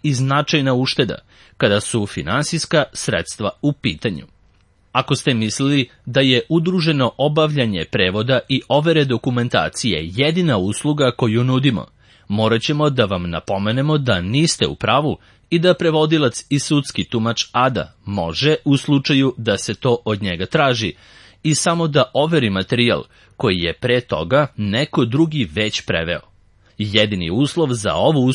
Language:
Serbian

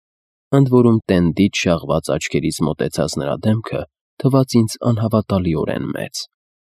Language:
Armenian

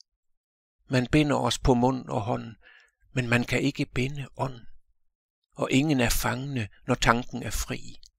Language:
Danish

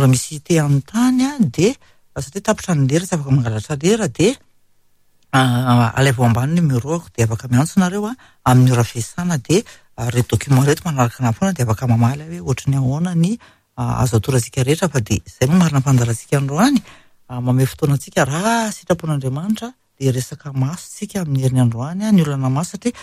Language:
Malagasy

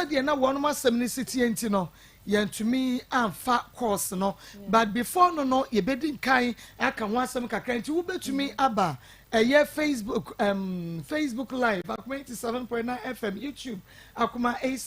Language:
Akan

